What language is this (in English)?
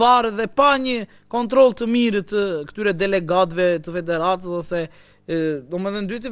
Albanian